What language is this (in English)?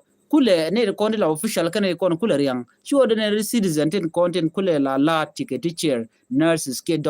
Nuer